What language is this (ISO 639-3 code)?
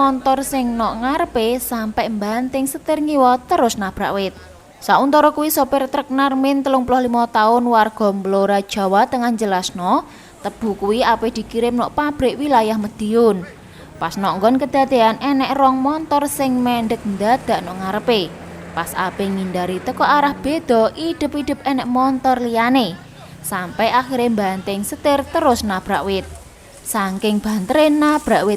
jav